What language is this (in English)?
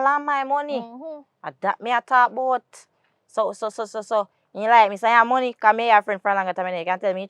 Jamaican Creole English